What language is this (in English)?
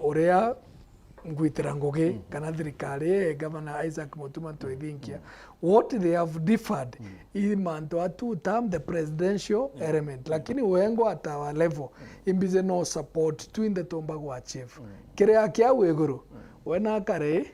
Meru